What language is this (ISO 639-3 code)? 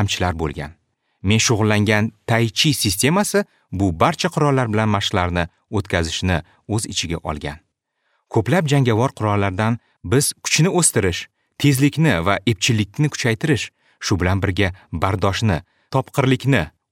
uzb